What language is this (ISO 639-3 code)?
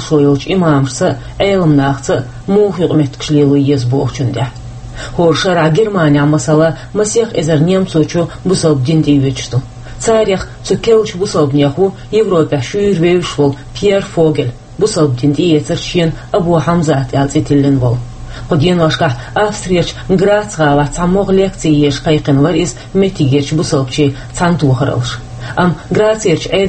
che